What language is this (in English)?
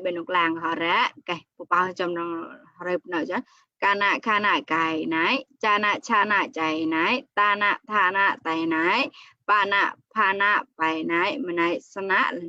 Mon